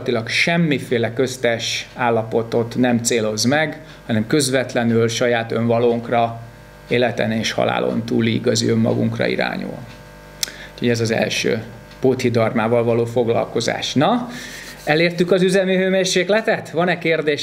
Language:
Hungarian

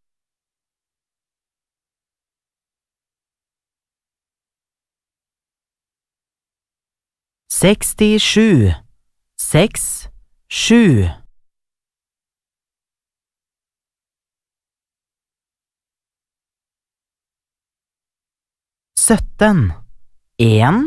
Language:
Norwegian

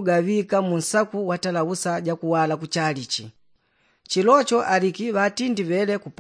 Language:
Yao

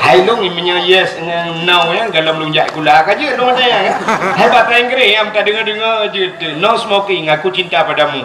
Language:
Achinese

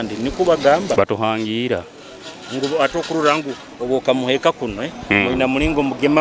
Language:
Nyoro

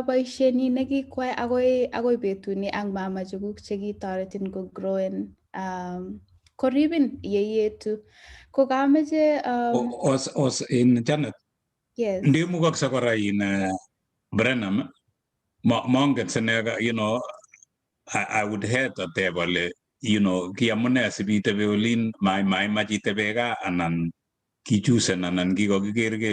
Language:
Kalenjin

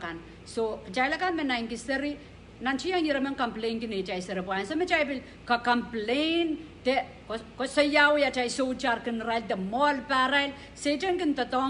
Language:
Pohnpeian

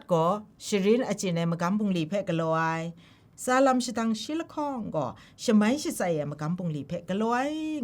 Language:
Kachin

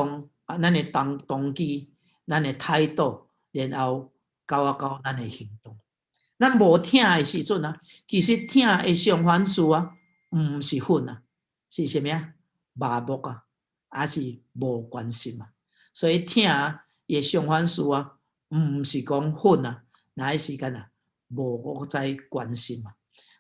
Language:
Min Nan Chinese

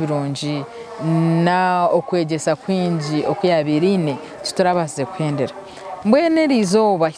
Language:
Nyankole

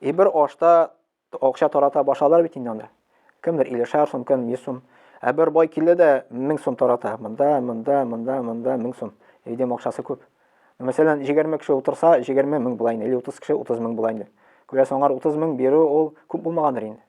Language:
Tatar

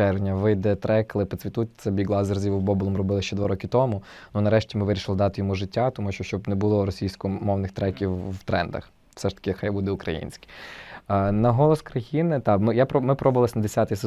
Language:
Ukrainian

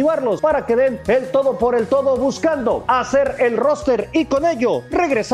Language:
Spanish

